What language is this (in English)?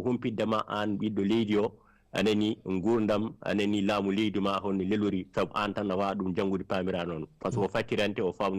Fula